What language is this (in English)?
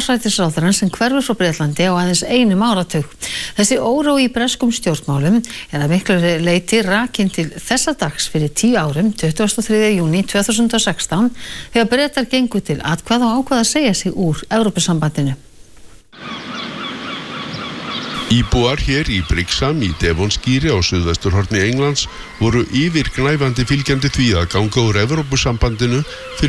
Icelandic